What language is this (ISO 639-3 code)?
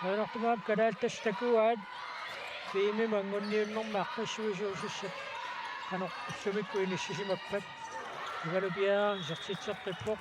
kal